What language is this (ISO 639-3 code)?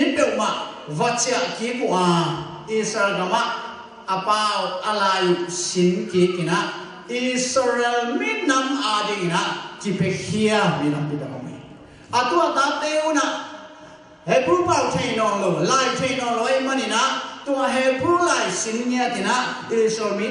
ctd